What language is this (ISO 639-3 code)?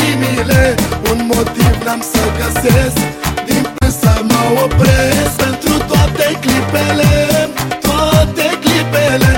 ron